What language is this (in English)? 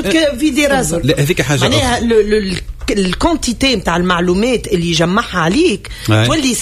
Tunisian Arabic